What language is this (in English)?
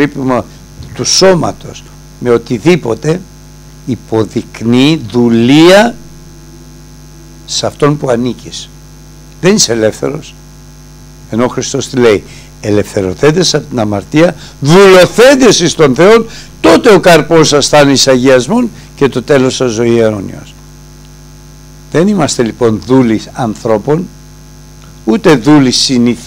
Greek